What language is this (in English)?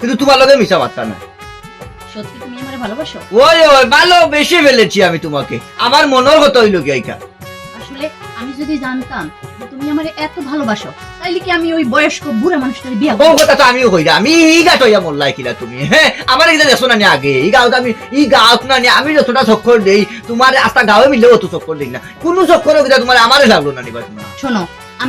Sylheti